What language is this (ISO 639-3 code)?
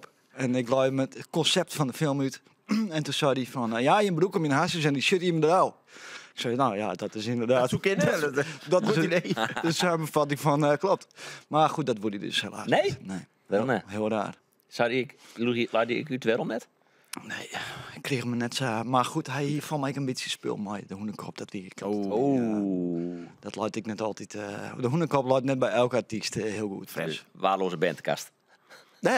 fry